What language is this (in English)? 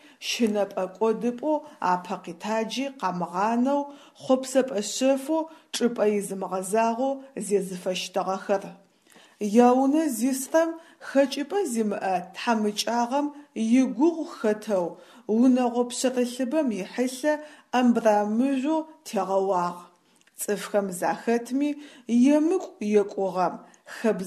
Adyghe